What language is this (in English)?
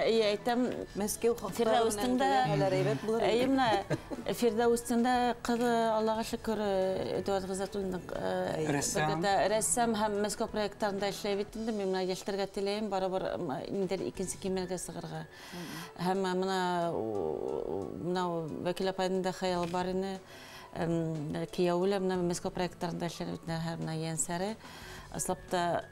Bashkir